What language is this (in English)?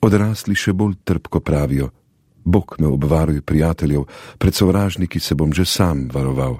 Slovenian